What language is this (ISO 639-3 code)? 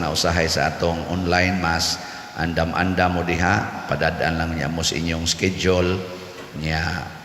ceb